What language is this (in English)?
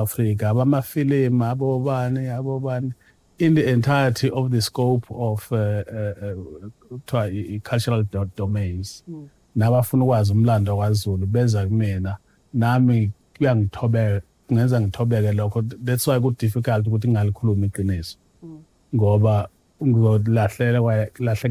Zulu